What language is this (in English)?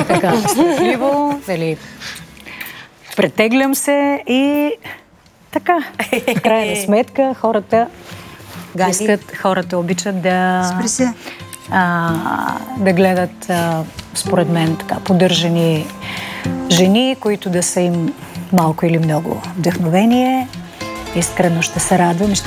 Bulgarian